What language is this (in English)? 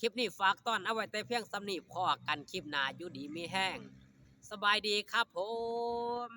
Northeastern Thai